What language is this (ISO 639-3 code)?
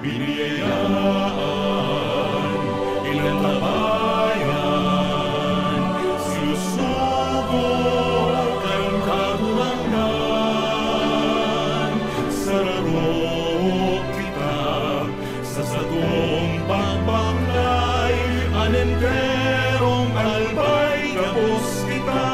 bik